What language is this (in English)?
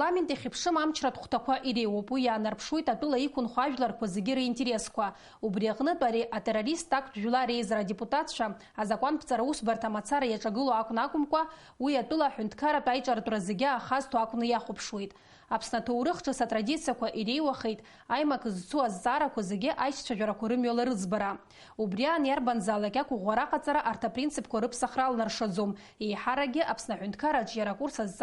Abkhazian